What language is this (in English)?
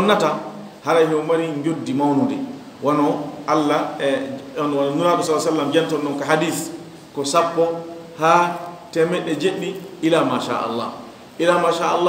Fula